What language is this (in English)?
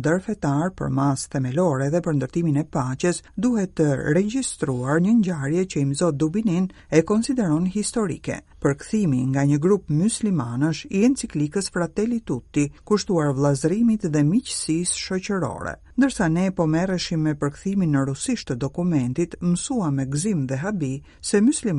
Albanian